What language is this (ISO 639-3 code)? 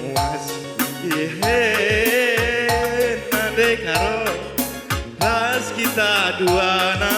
btx